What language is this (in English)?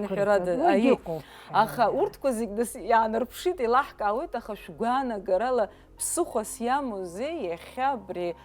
Abkhazian